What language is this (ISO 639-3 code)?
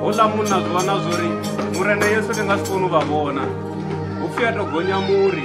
ven